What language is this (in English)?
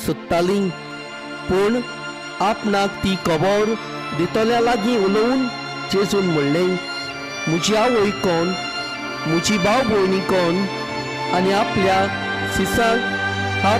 Konkani